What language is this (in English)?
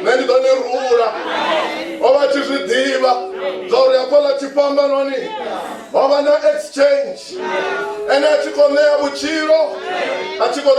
Venda